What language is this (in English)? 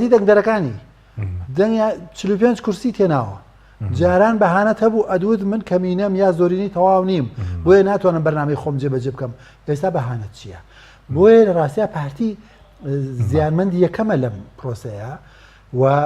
Central Kurdish